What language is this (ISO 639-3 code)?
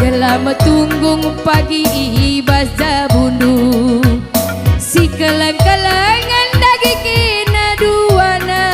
btx